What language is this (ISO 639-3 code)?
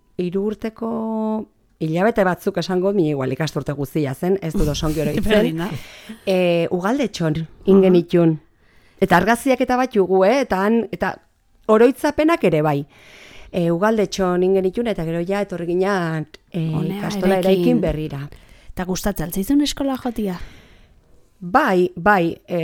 eus